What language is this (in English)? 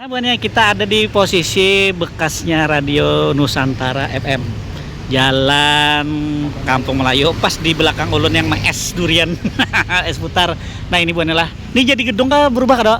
Banjar